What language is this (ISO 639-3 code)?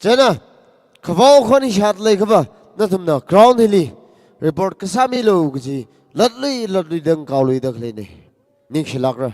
nmf